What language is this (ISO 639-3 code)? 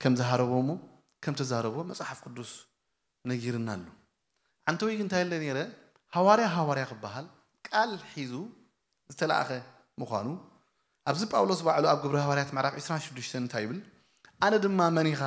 tir